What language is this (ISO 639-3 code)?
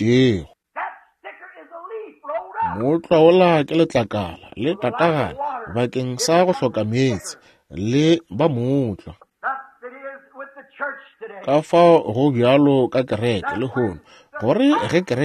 nso